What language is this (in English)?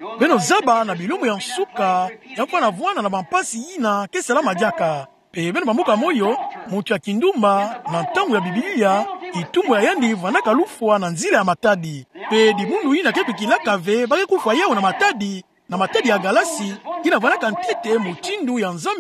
Kituba (Democratic Republic of Congo)